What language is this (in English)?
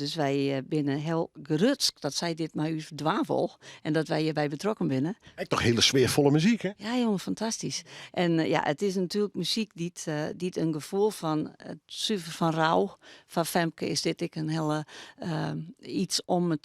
Western Frisian